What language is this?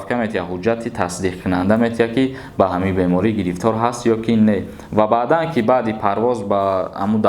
Tajik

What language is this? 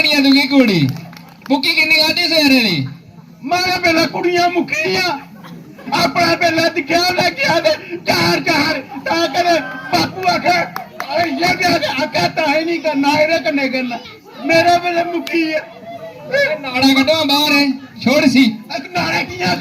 Dogri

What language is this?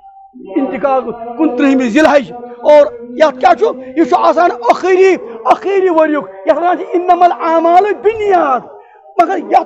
Kashmiri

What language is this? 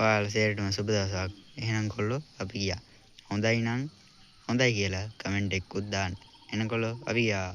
Sinhala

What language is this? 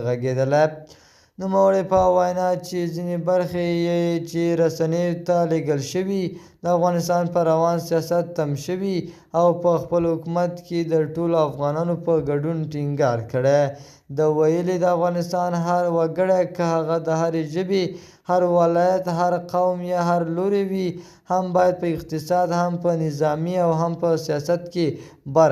Pashto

